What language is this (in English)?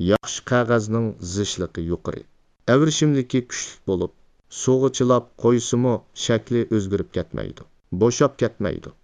Uyghur